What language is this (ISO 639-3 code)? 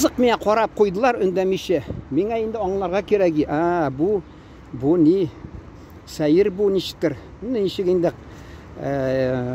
tat